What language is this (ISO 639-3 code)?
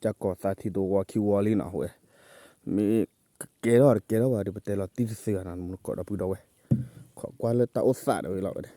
ksw